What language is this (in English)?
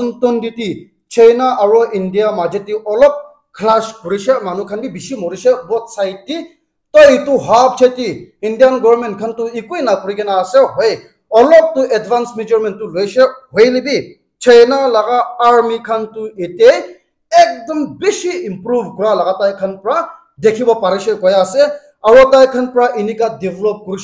Naga Pidgin